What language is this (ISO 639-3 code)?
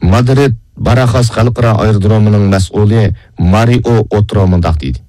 uig